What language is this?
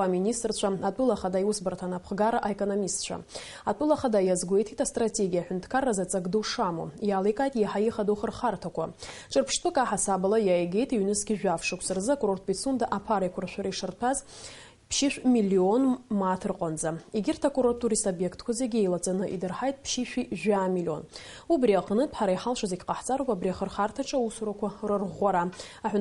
Abkhazian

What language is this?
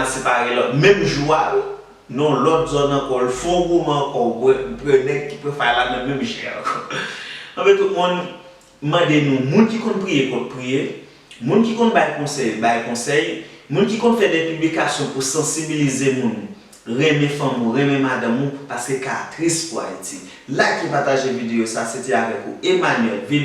Haitian Creole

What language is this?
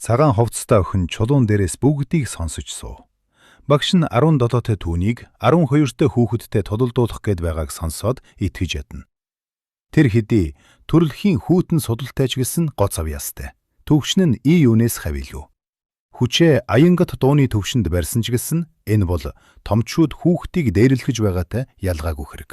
Mongolian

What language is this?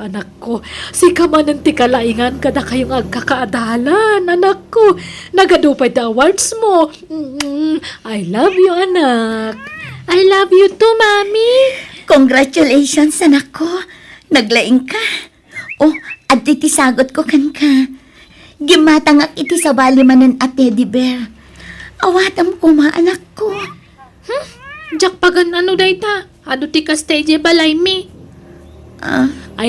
Iloko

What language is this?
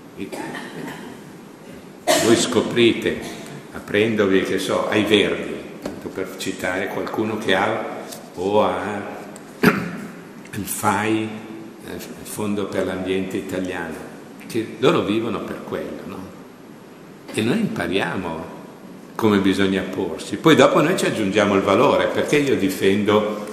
Italian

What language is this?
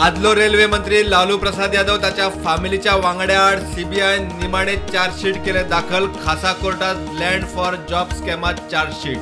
Konkani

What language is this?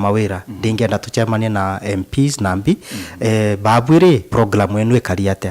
Meru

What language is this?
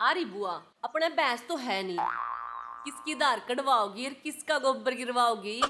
Haryanvi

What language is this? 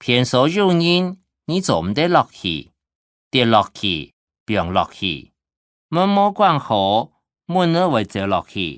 Hakka Chinese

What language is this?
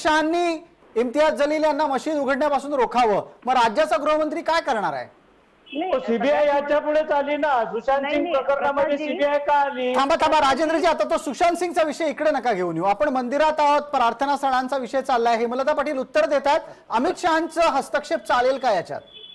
Marathi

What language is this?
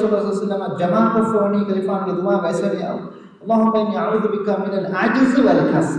Divehi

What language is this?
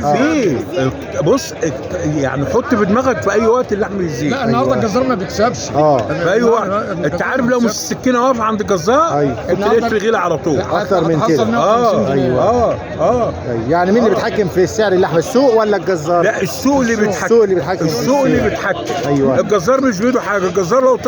Egyptian Arabic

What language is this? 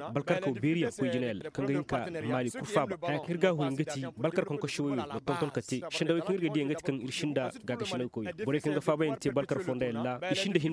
Koyraboro Senni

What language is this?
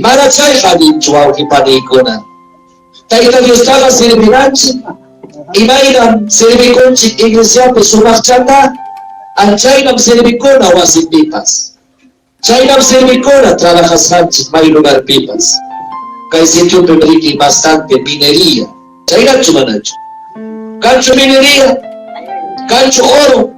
Ayacucho Quechua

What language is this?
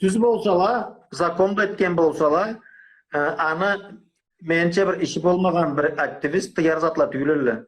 Karachay-Balkar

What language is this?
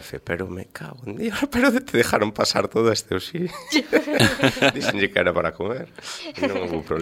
Galician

